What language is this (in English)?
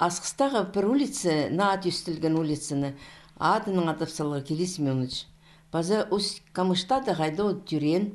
Khakas